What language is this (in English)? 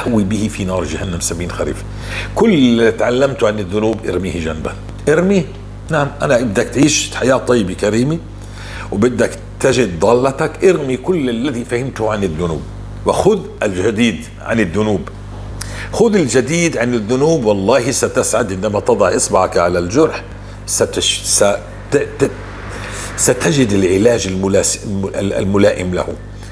North Levantine Arabic